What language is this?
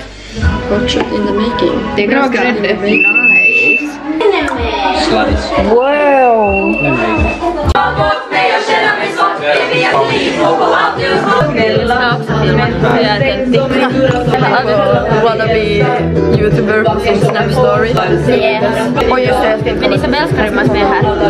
Swedish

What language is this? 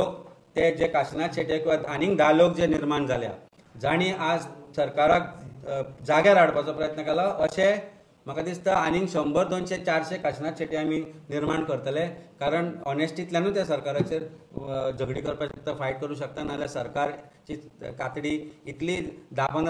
Konkani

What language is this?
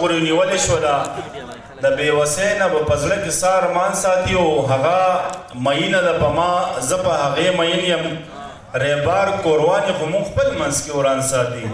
Pashto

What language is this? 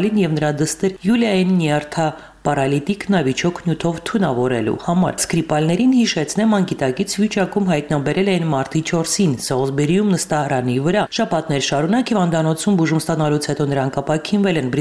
Armenian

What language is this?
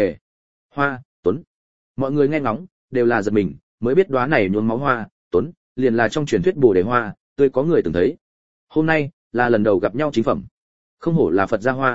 Vietnamese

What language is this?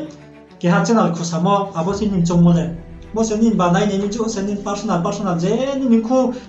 Riang (India)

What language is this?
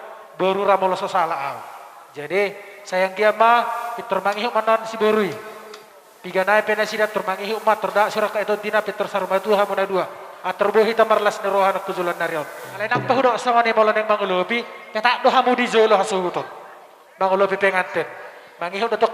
Batak Toba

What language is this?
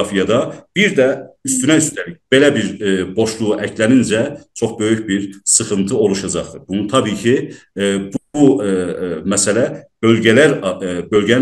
South Azerbaijani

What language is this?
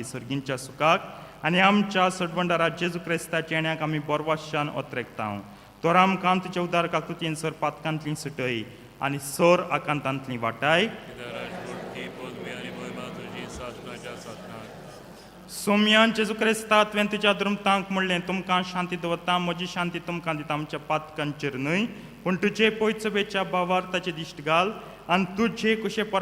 Konkani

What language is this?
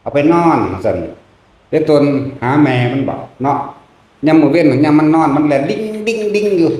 Northeastern Thai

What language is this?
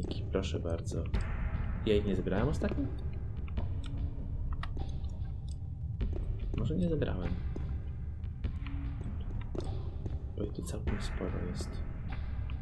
Polish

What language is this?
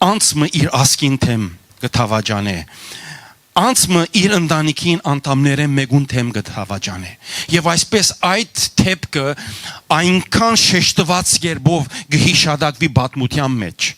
Western Armenian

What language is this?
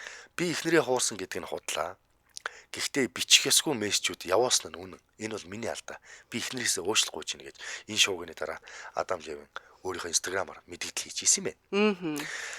Mongolian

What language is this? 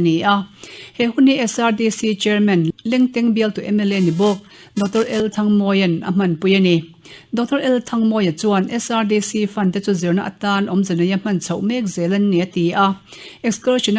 Mizo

